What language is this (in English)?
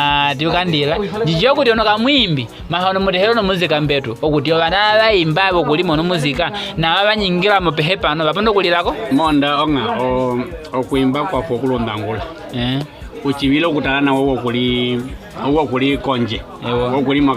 Nyaneka